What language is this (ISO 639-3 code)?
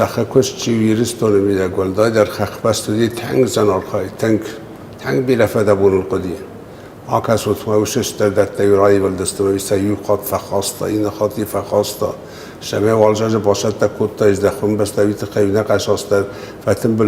oss